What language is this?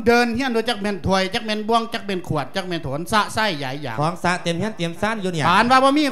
Lao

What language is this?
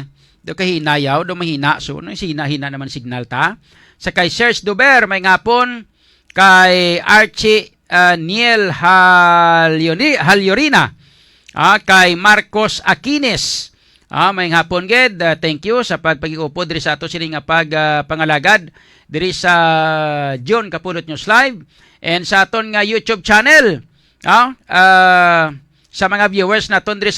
Hiligaynon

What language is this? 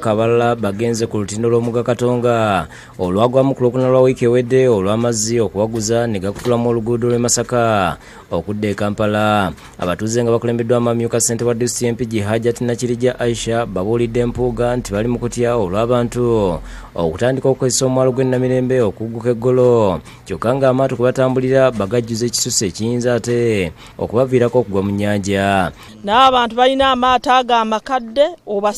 Ganda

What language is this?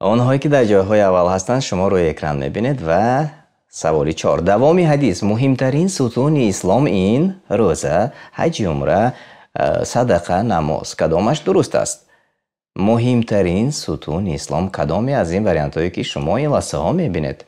Tajik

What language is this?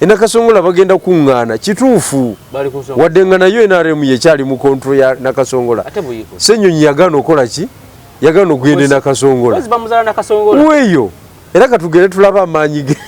Ganda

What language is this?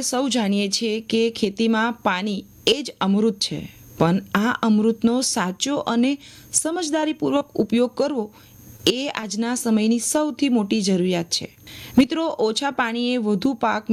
Gujarati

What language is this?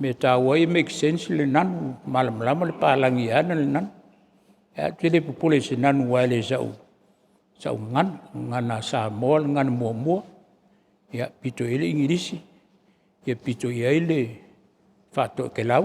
Samoan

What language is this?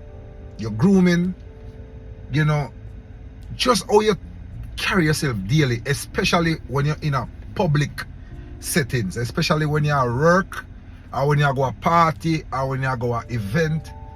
Jamaican Creole English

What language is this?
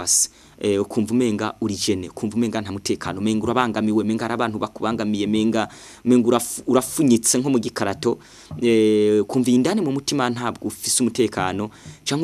Rundi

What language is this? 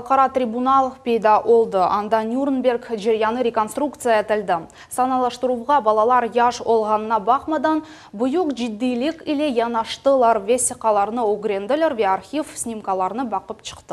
Crimean Tatar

